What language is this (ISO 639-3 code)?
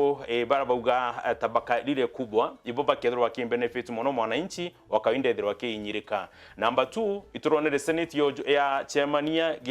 mer